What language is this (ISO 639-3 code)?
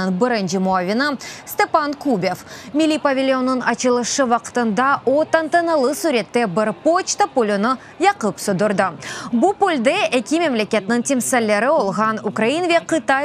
crh